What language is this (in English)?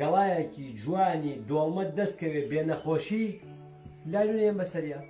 Central Kurdish